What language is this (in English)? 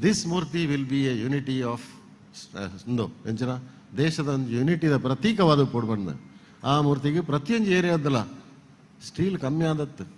Tulu